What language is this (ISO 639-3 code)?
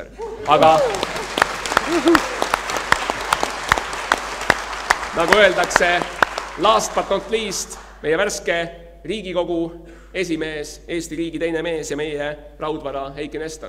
est